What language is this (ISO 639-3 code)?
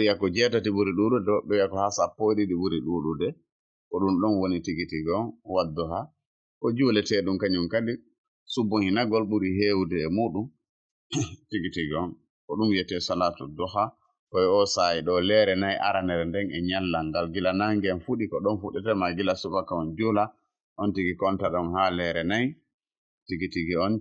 ful